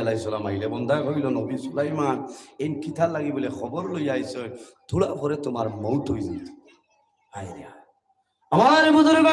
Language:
Sylheti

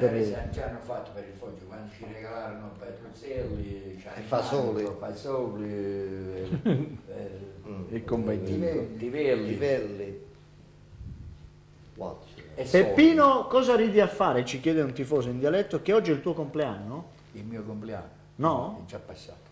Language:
Italian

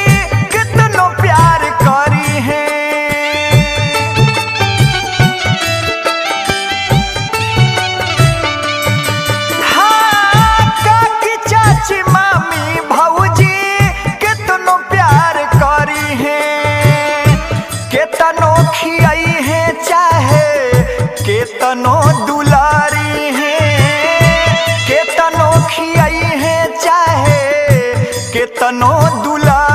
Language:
Bhojpuri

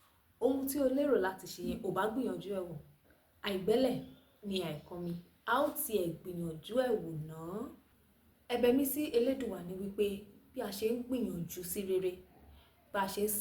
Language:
Yoruba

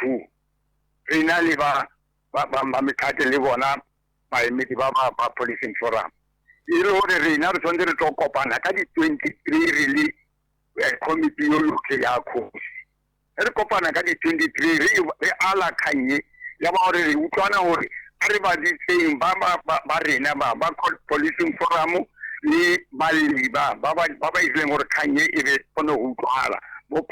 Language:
Northern Sotho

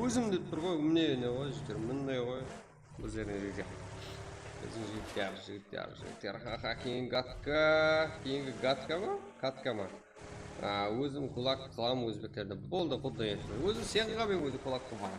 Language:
Kara-Kalpak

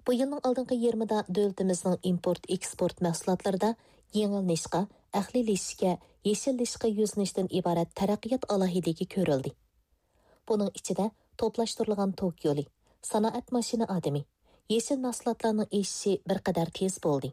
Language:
Uyghur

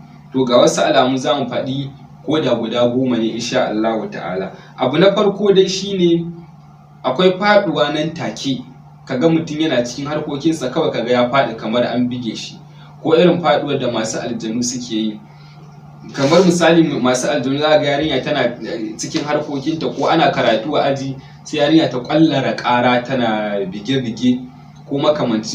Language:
Hausa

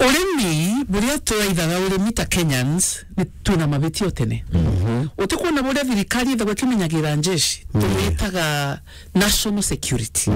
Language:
Meru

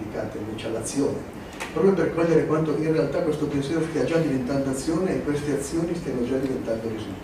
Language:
Italian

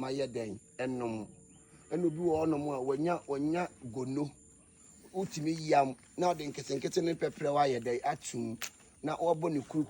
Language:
Akan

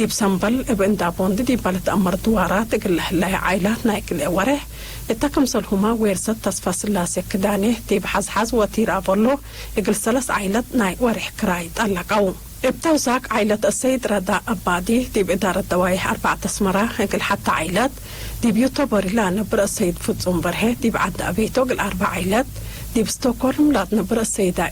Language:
Tigre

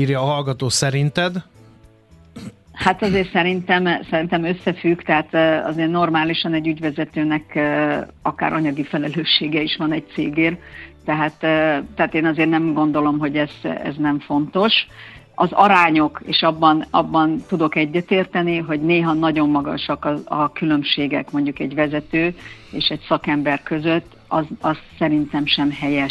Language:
Hungarian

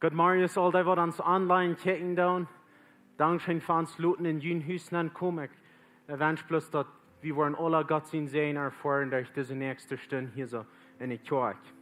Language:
Plautdietsch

